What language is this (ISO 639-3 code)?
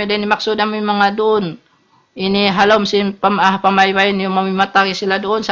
tsg